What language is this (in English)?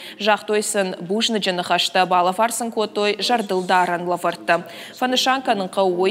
Ossetic